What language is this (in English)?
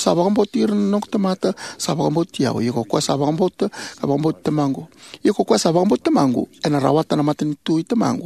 Fijian